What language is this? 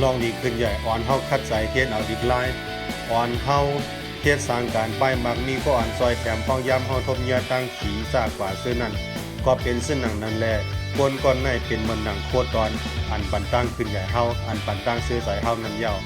Shan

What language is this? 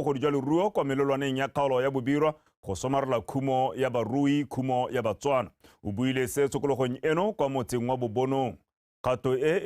Tswana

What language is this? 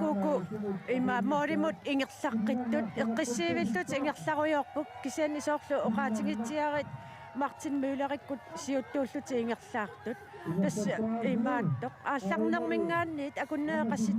Kalaallisut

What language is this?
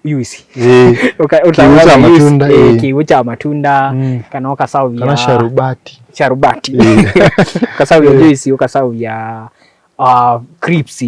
Kamba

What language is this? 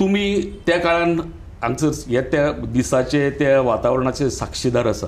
Konkani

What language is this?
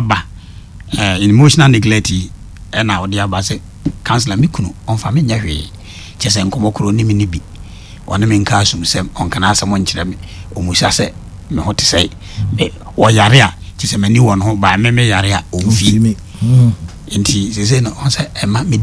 Akan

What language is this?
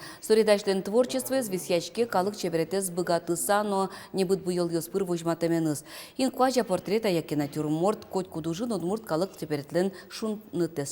Udmurt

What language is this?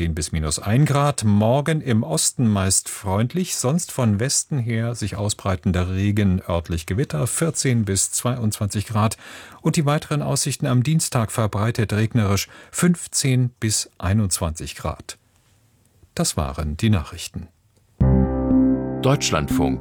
German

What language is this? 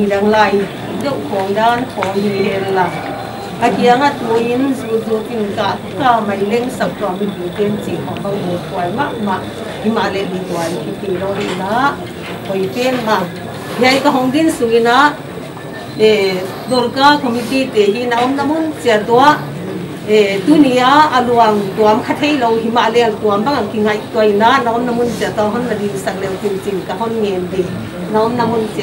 Paite Chin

